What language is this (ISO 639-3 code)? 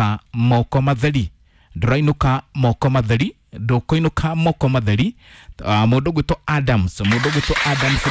kik